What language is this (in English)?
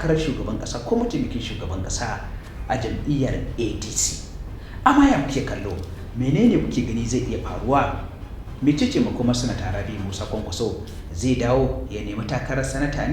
Hausa